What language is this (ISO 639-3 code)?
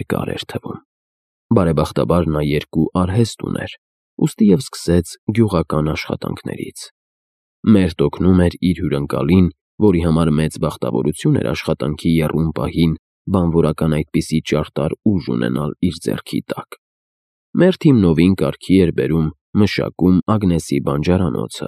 hye